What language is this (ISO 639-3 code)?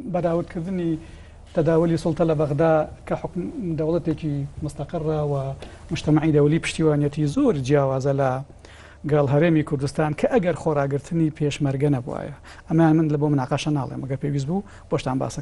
ckb